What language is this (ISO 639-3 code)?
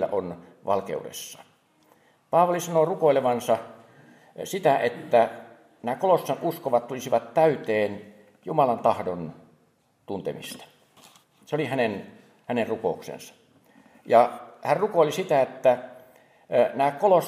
fin